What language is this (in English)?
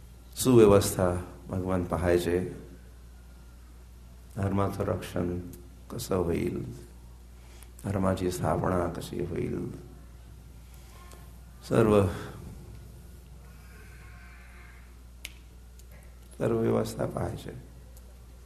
Marathi